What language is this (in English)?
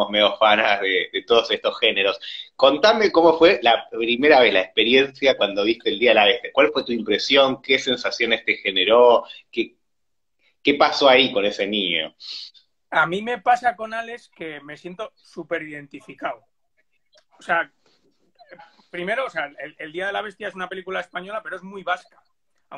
Spanish